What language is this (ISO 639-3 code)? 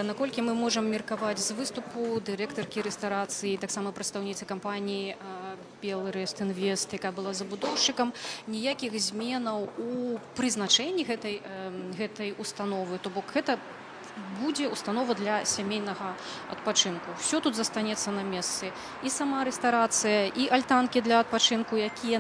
bel